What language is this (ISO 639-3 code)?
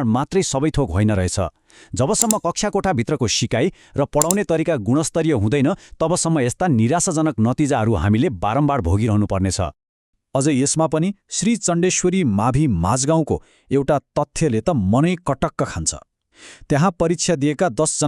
nep